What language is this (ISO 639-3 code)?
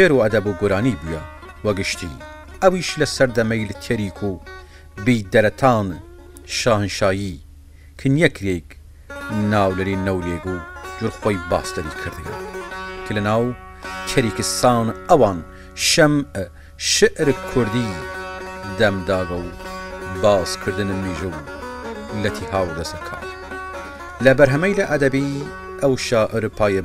sdh